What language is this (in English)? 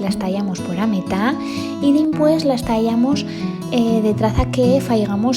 Aragonese